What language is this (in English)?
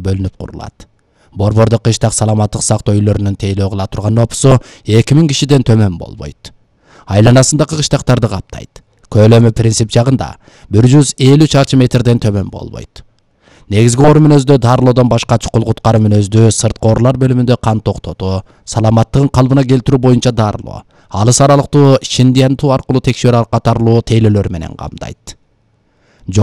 Kyrgyz